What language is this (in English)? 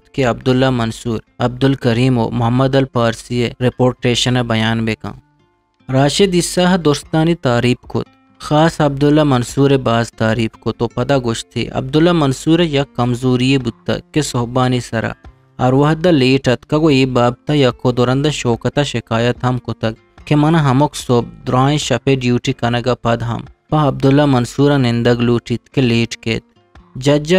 Eastern Balochi